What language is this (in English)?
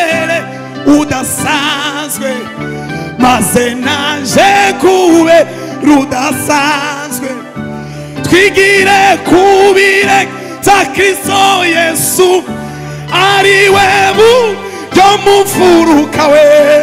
Kinyarwanda